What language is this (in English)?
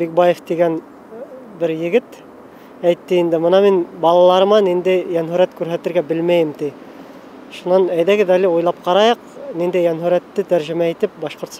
Bashkir